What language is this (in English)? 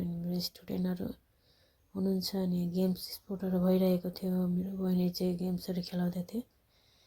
Nepali